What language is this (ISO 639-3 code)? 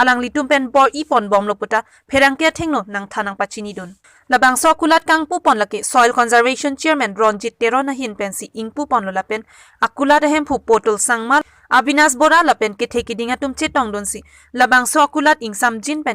mjw